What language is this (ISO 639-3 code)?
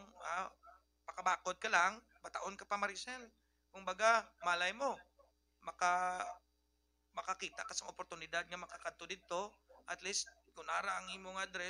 hil